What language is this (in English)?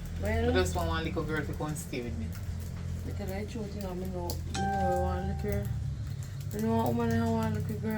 Jamaican Creole English